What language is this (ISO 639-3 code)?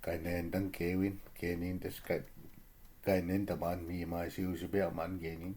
ciw